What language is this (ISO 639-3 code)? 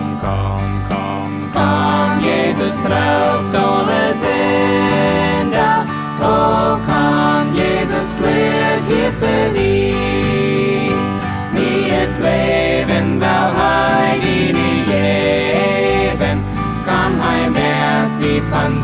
pdt